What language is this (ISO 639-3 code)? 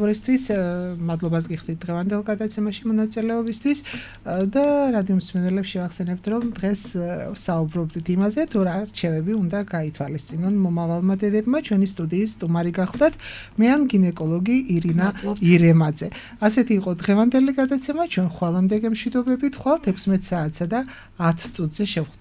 kat